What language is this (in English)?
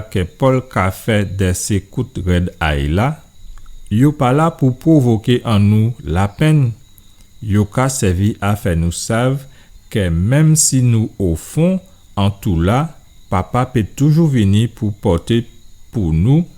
Guadeloupean Creole French